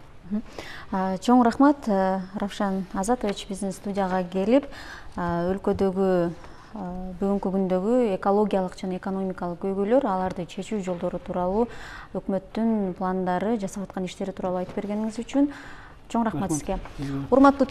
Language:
Kyrgyz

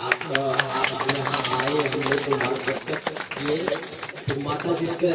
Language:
Sadri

